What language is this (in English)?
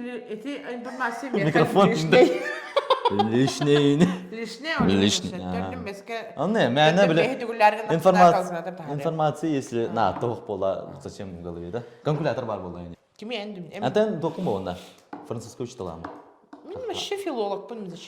Yakut